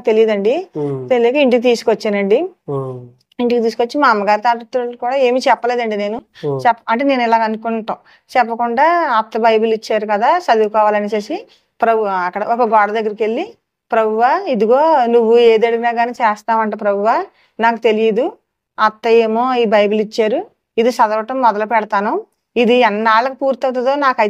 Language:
Telugu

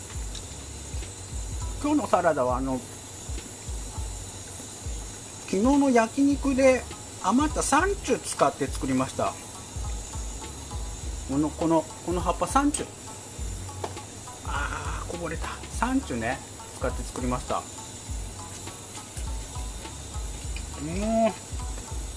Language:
Japanese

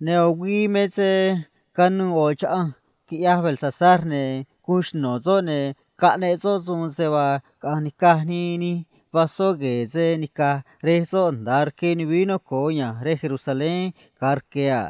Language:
Copala Triqui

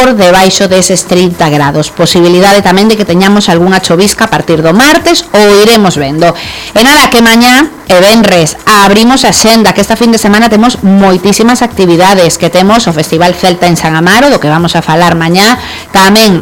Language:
Galician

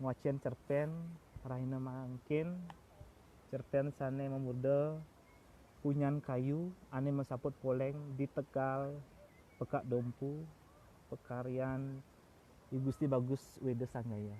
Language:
Balinese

